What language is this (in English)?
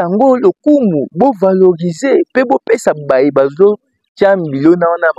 Lingala